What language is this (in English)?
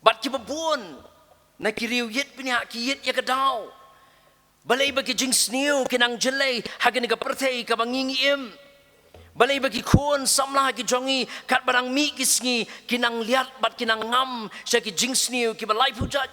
Khasi